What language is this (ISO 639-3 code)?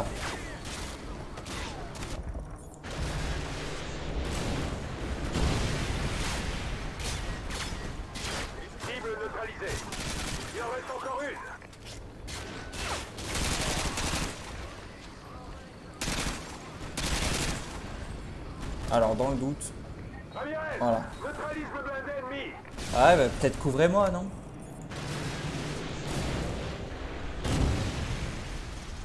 fra